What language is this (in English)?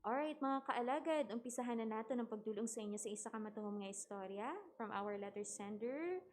Hiligaynon